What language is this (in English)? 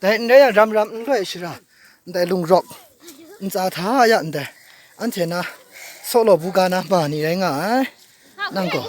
Maru